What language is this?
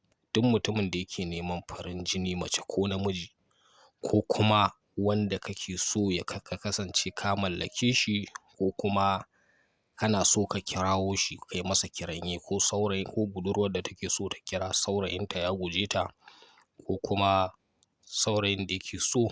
Hausa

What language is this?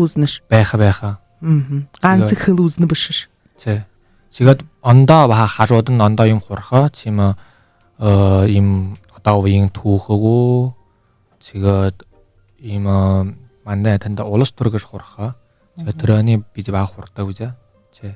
Buriat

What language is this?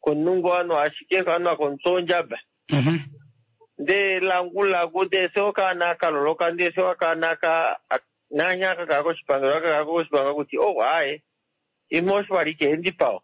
Kuanyama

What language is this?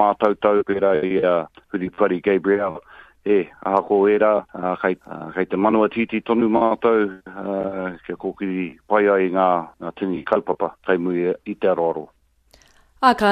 Māori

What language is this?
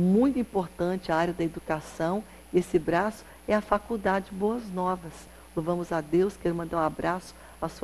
Portuguese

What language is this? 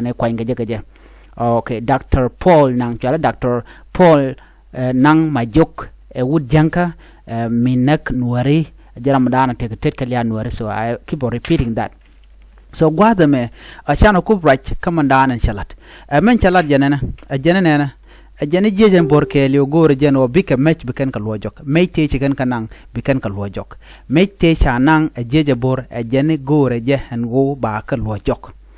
Nuer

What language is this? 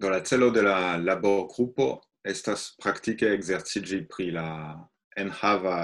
Esperanto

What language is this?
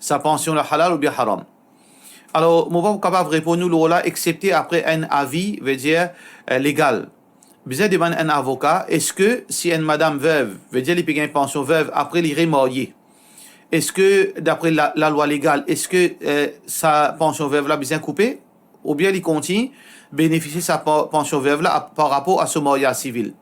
Morisyen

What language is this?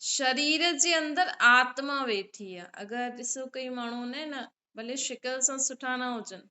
Sindhi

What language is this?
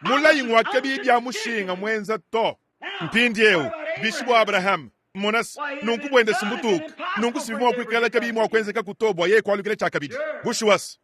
Luba-Lulua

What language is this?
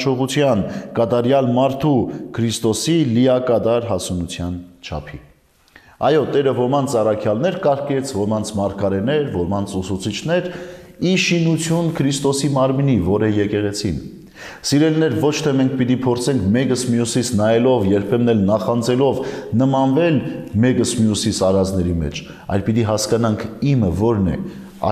Armenian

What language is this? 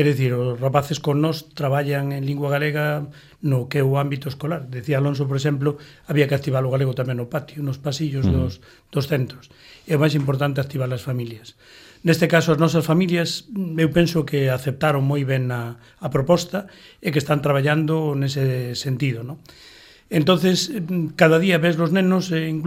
Galician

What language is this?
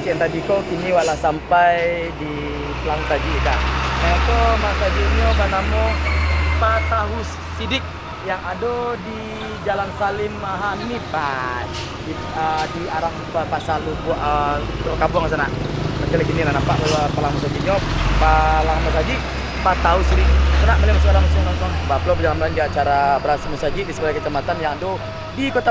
Minangkabau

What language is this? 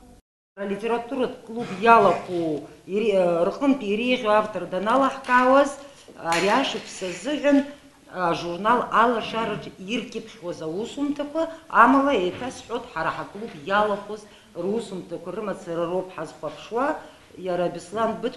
Abkhazian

